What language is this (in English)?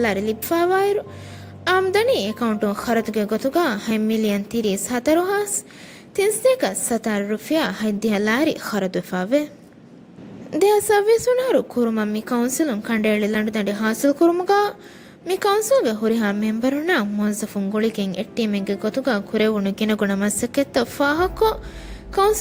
Divehi